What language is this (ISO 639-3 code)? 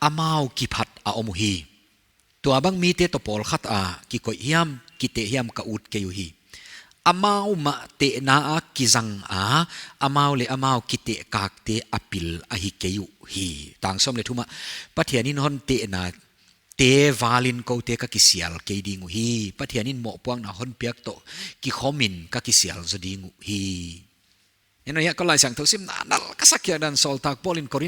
pck